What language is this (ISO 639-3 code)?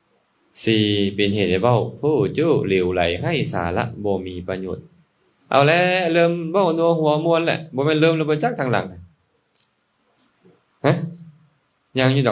lao